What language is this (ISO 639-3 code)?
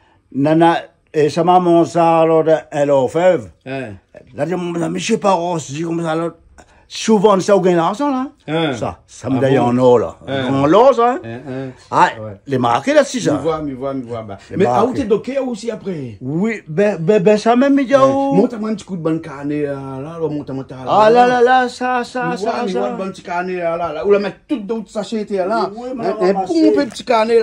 rcf